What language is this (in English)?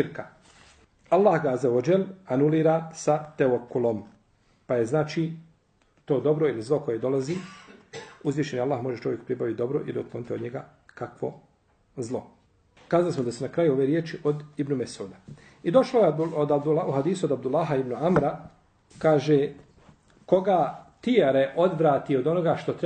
Bosnian